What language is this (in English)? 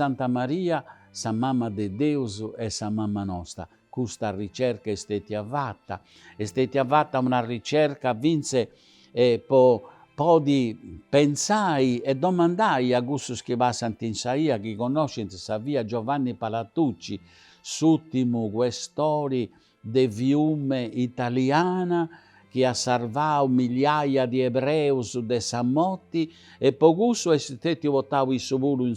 Sardinian